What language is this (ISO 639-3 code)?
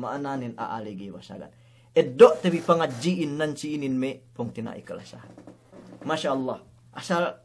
yka